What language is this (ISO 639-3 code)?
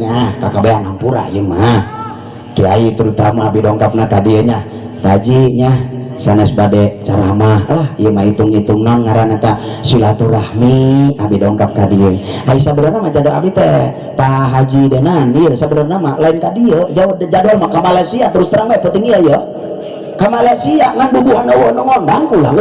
sun